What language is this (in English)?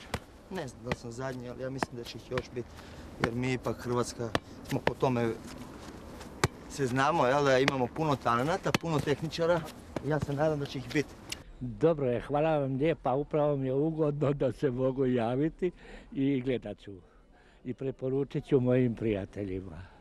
Croatian